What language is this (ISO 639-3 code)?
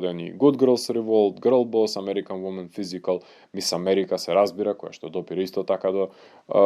mkd